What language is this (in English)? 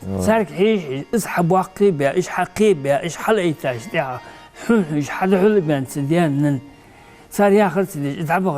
Ingush